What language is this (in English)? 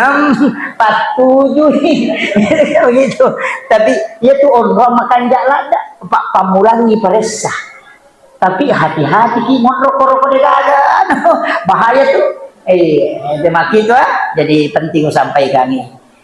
Buginese